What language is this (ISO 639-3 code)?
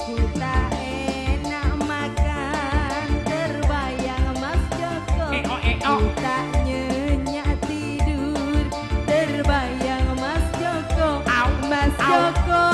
mad